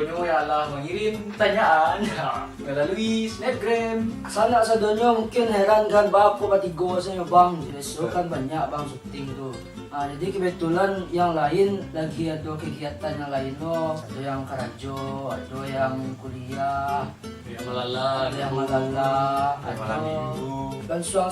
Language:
Minangkabau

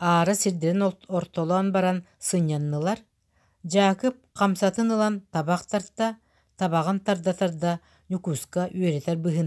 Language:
Yakut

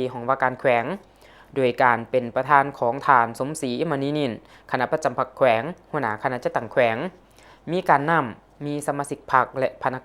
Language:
Lao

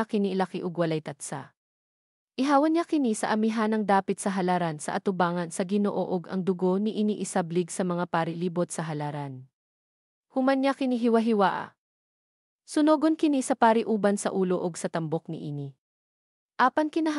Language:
Cebuano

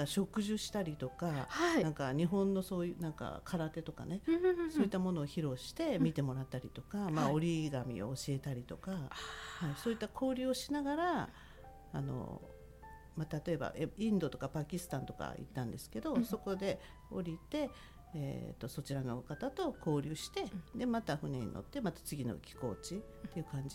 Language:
Japanese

